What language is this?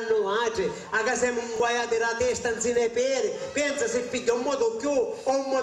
Sicilian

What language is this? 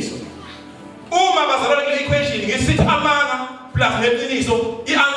Zulu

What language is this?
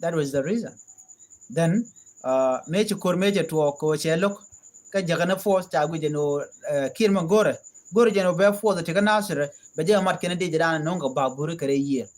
Nuer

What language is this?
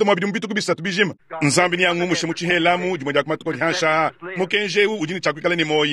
Luba-Lulua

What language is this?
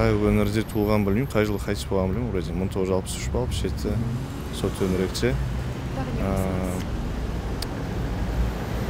Kazakh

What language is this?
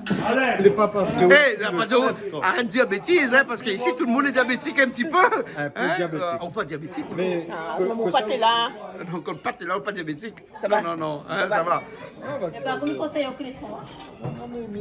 Réunion Creole French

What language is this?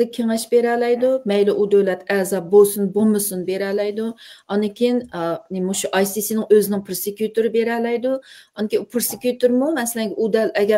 Uyghur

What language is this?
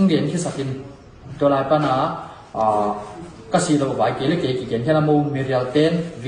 Tedim Chin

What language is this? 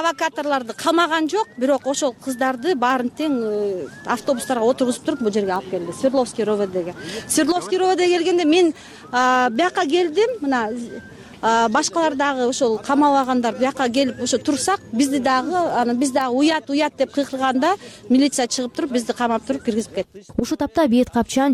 Kyrgyz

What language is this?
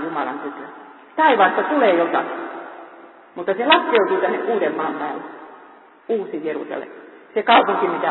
Finnish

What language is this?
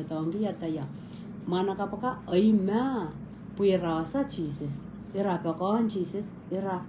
Pohnpeian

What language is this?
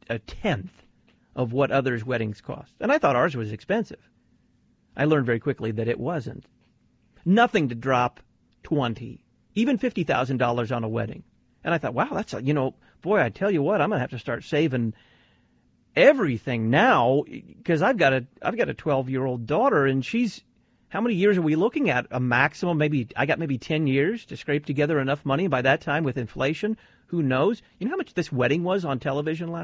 English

